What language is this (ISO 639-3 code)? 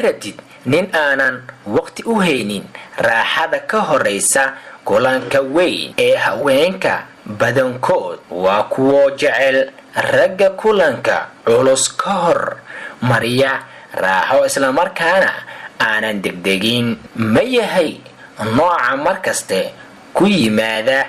som